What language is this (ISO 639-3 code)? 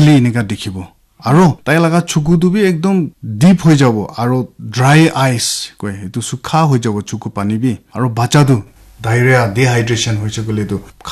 nag